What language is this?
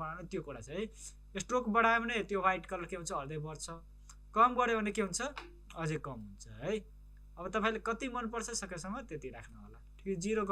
Nepali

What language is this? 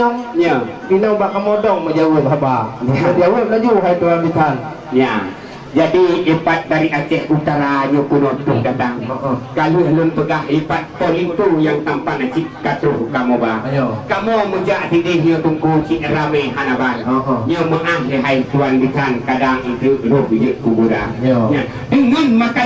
Achinese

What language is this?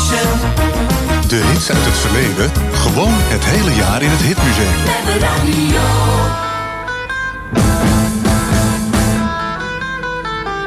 Dutch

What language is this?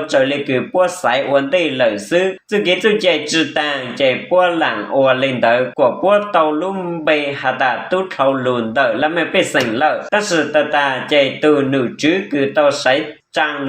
Hmong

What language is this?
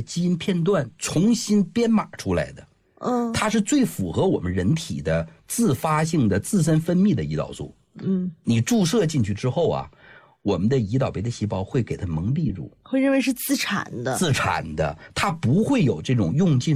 Chinese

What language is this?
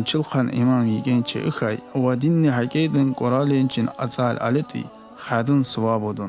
Tsakhur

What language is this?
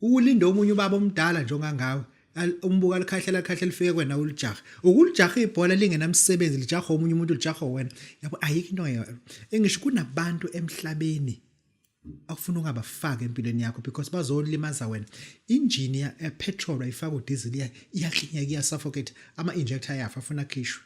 Zulu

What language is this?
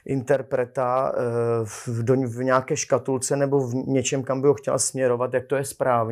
Czech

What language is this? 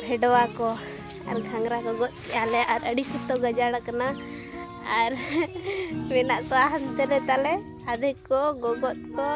Santali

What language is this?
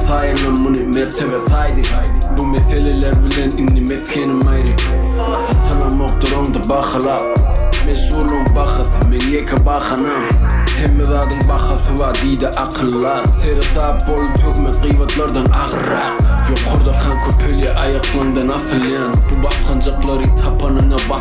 Turkmen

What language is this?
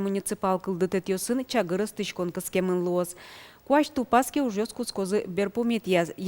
Udmurt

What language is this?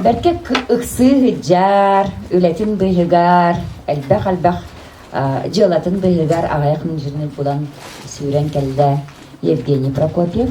Yakut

